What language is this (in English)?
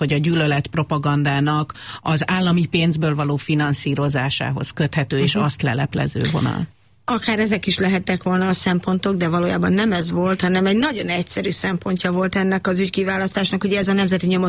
Hungarian